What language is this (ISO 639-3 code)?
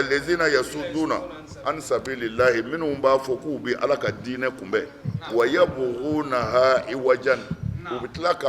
bam